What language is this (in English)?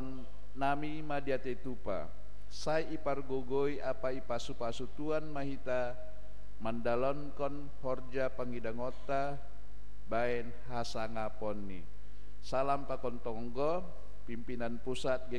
Batak Simalungun